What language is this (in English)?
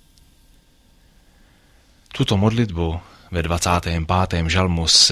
Czech